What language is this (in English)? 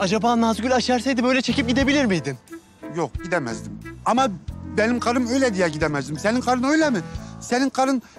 Turkish